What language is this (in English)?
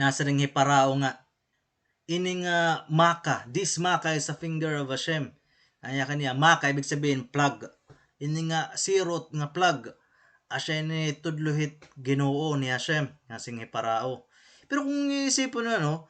Waray